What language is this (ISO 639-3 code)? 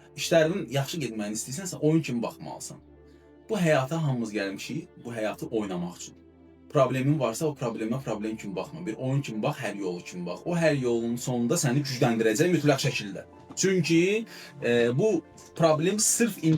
aze